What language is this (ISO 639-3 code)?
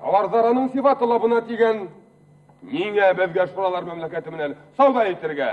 bak